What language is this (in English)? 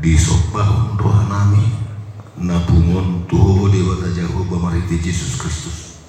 Batak Toba